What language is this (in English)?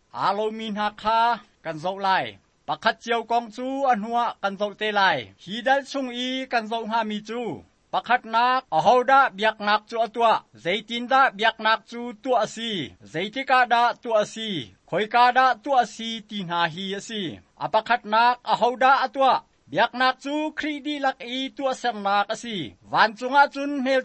Hakha Chin